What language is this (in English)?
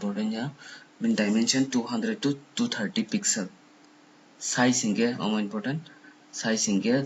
Kok Borok